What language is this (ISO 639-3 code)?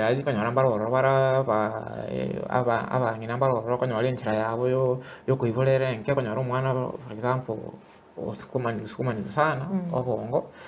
guz